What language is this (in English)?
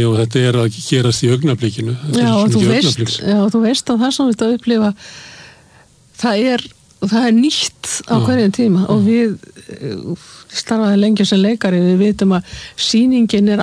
Icelandic